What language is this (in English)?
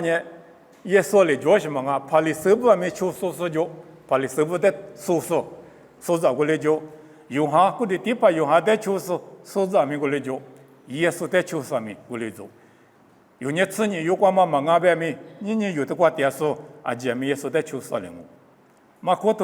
Lisu